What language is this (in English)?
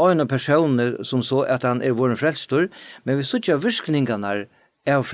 Faroese